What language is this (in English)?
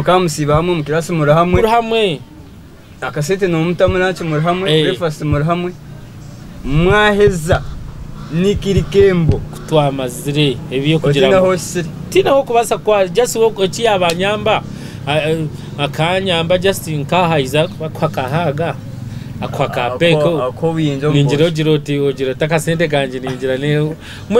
Nyankole